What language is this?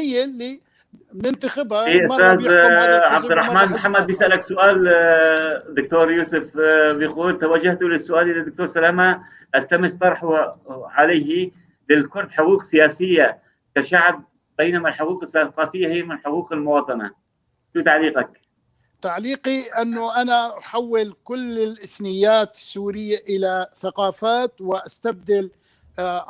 North Levantine Arabic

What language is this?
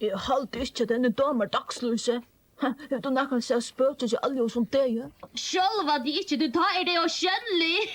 Faroese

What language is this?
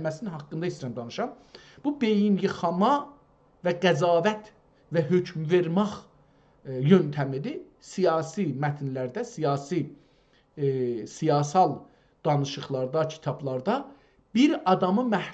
South Azerbaijani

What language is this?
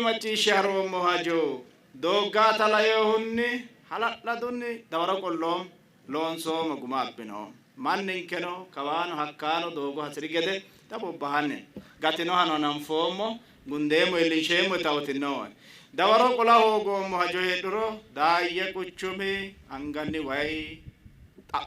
Sidamo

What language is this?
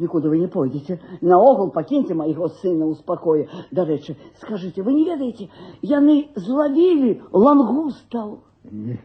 Belarusian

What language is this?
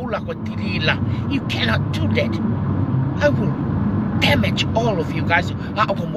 Tongan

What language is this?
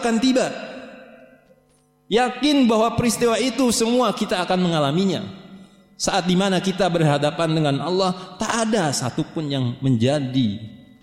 Indonesian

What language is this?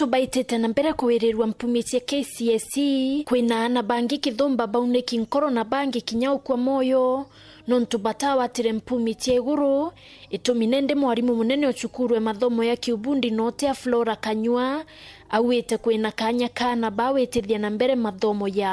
Meru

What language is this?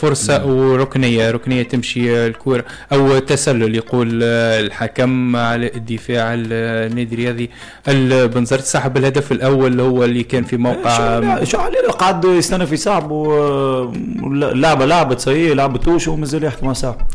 Tunisian Arabic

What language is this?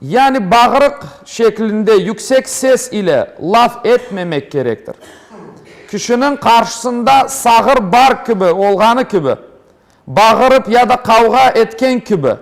Crimean Tatar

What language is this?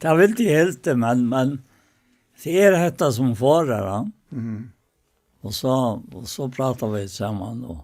Faroese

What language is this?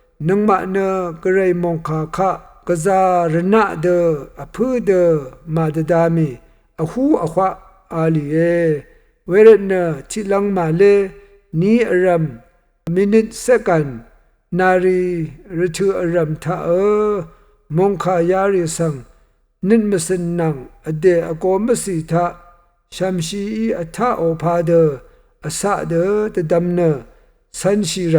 Rawang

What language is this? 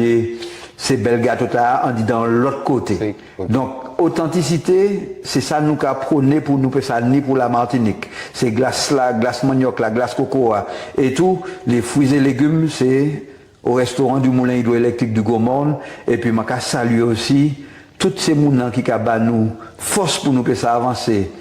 Guadeloupean Creole French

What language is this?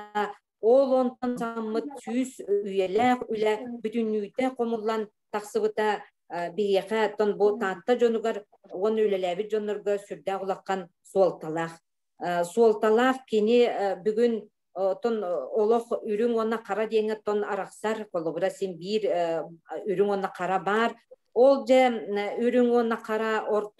Yakut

